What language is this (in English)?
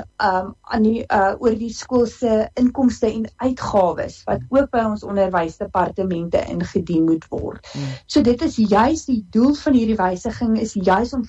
Afrikaans